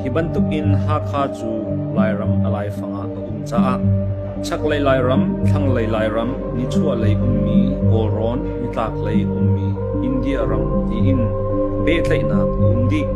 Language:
Hakha Chin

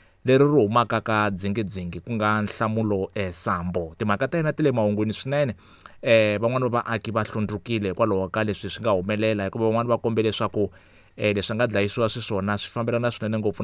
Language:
Tsonga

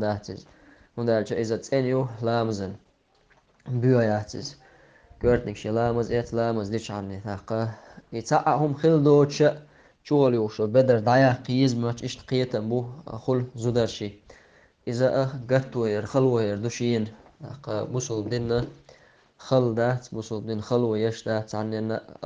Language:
Chechen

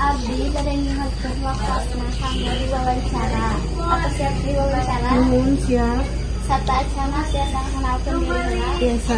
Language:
Sundanese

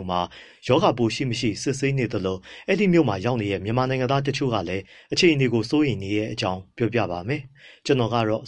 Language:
Burmese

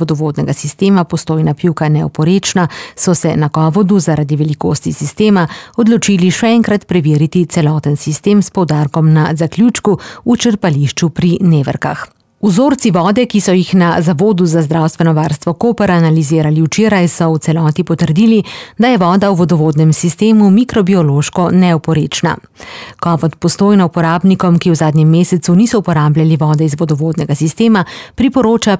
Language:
Slovenian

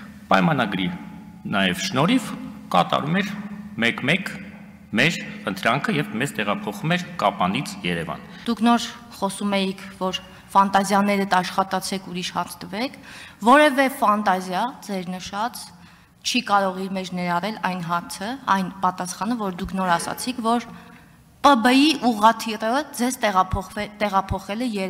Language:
Armenian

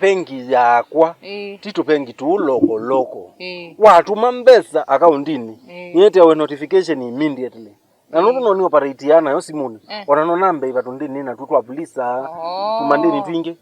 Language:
Kamba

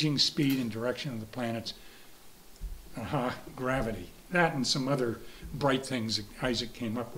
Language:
English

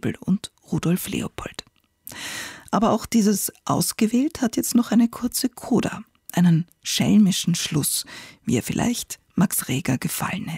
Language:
German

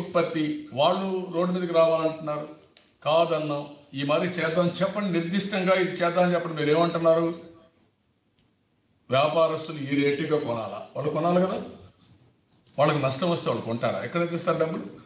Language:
Telugu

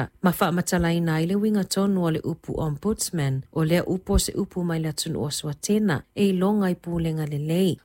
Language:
Samoan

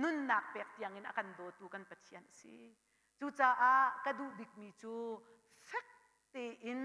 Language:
Hakha Chin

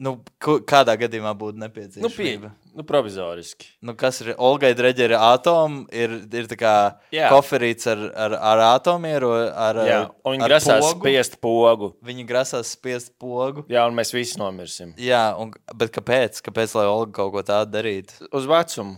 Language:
Latvian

